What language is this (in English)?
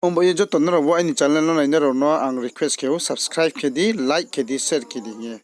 Riang (India)